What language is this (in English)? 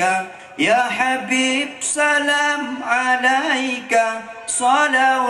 Achinese